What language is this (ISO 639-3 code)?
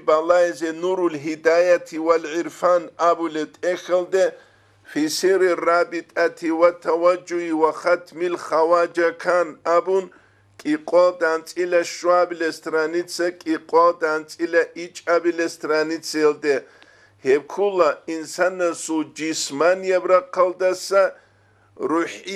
ava